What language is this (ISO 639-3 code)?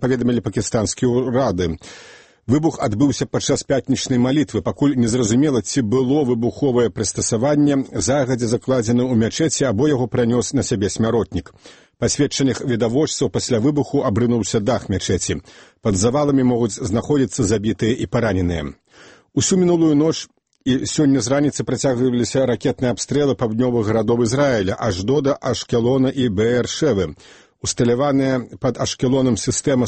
bel